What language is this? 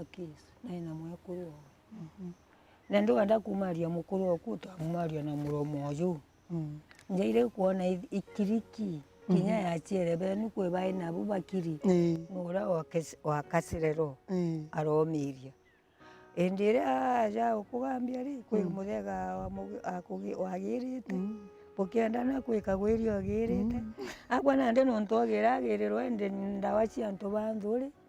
Meru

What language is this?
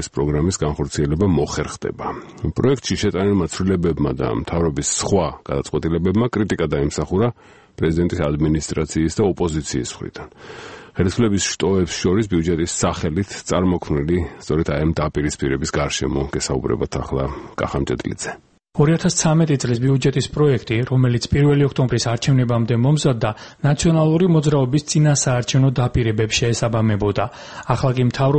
Georgian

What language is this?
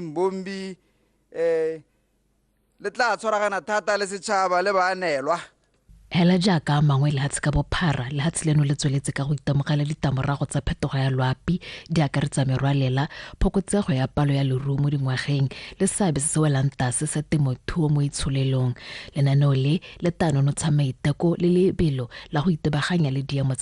Tswana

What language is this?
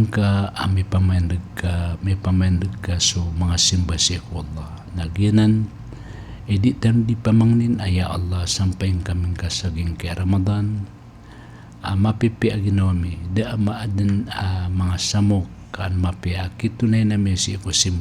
Maranao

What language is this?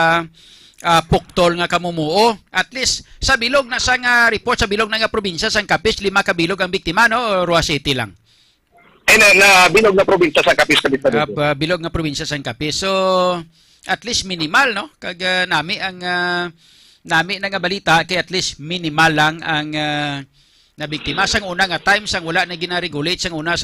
Hiligaynon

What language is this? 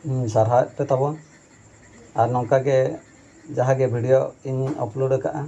Santali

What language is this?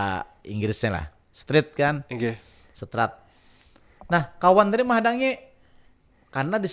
Banjar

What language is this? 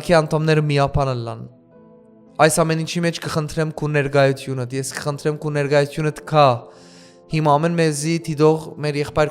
Western Armenian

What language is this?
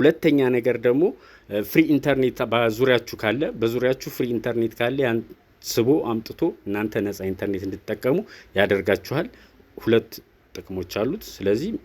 Amharic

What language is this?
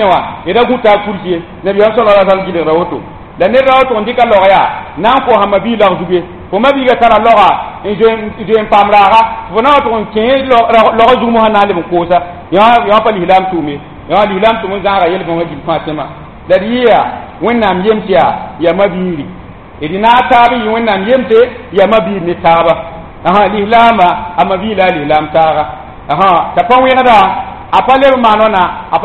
Mossi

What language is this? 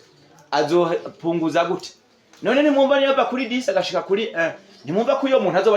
Rundi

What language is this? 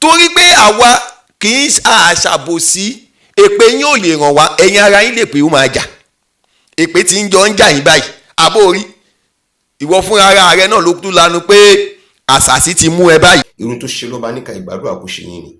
Yoruba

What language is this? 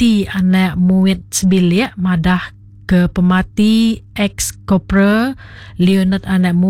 Iban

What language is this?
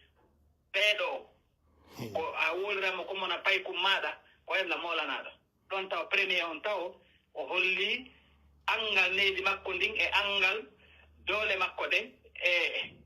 Pular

